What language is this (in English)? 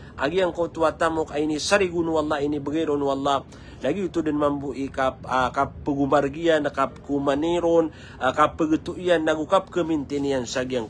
Maranao